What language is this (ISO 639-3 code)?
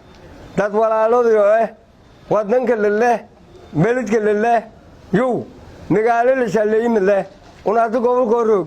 som